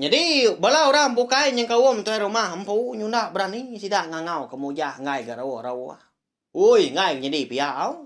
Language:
Iban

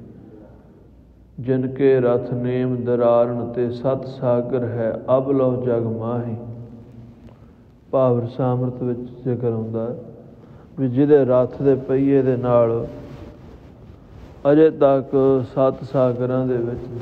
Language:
Punjabi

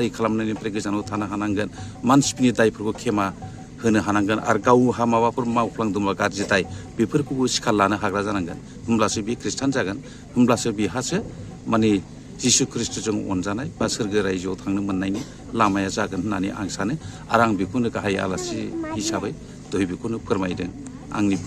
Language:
Bodo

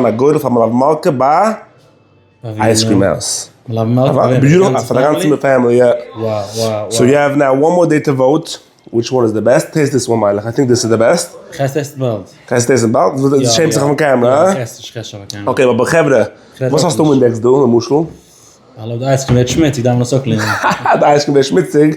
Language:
Yiddish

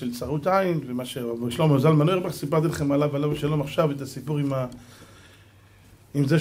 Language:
Hebrew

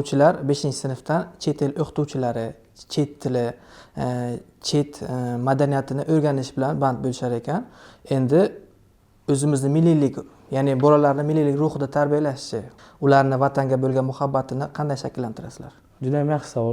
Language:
Uzbek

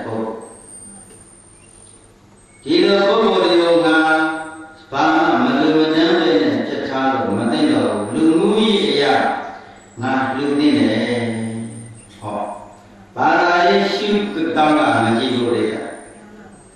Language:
Burmese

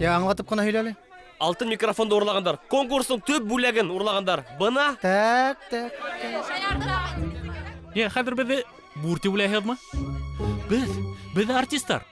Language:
Bashkir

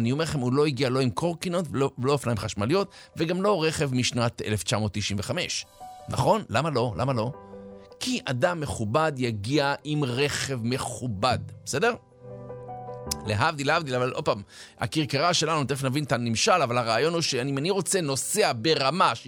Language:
Hebrew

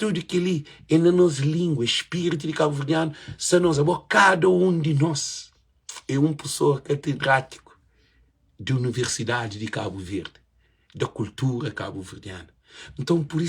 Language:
Kabuverdianu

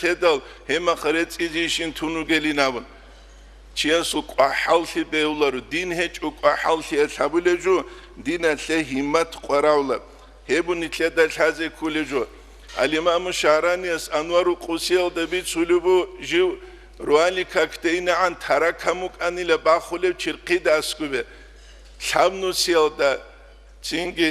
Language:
Avaric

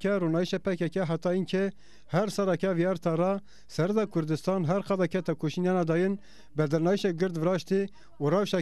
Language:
Zaza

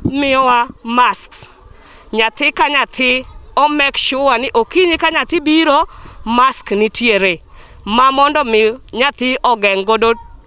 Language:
Luo (Kenya and Tanzania)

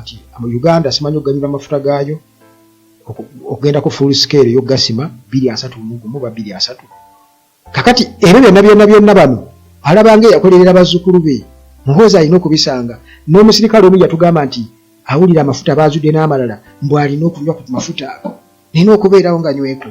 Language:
Ganda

